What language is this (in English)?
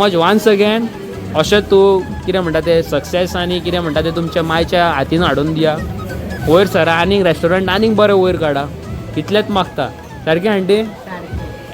Konkani